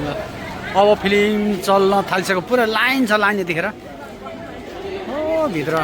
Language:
Nepali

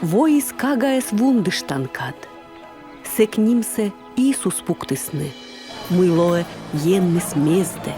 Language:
Komi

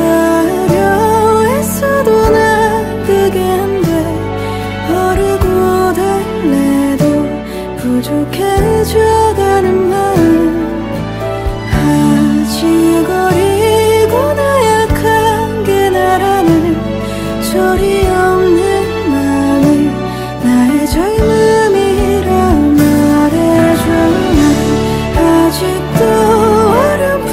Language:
Korean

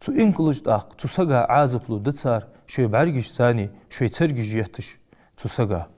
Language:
Ingush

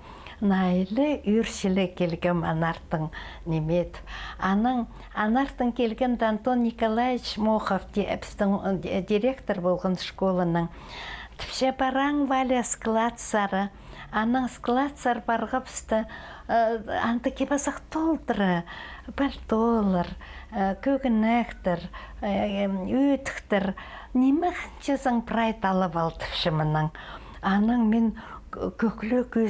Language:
Khakas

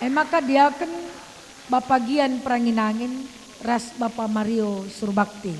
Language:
Batak Karo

